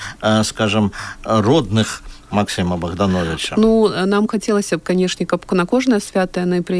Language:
Belarusian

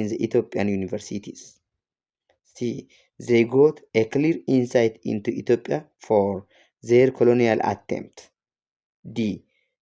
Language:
English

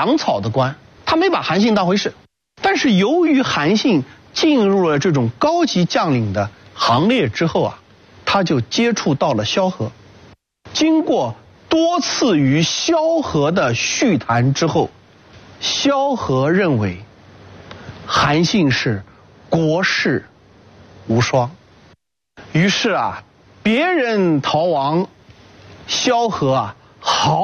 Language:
Chinese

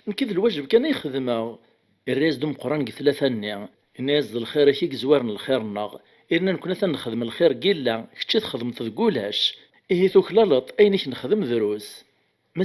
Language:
Kabyle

